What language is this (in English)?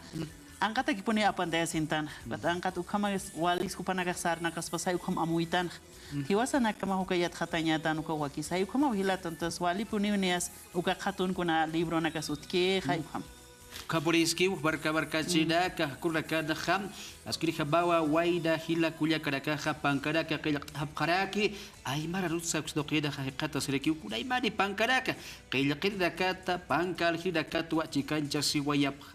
Aymara